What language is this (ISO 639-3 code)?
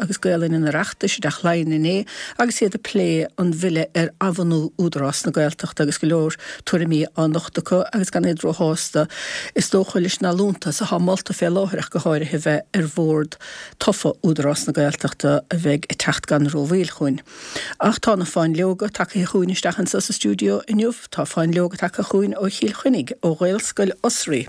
gle